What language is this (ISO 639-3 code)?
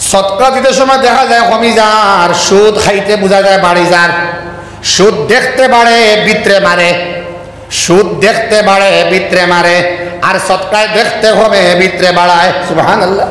syl